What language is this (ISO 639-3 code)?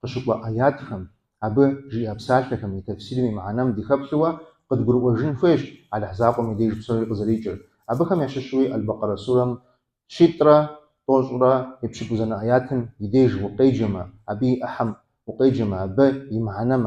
kbd